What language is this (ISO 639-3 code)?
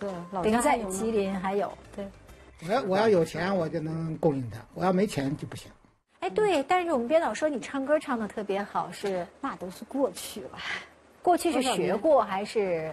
zho